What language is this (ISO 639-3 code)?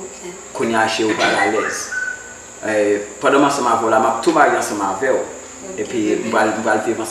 hat